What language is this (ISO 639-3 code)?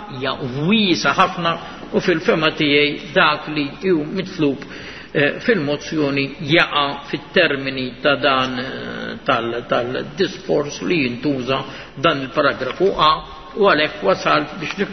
mlt